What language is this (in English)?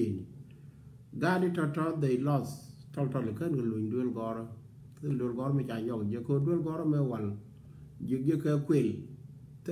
Nuer